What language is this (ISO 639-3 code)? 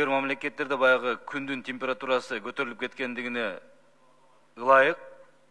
kir